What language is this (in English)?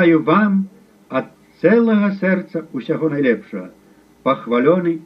Belarusian